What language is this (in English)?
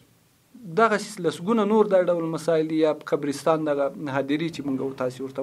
Pashto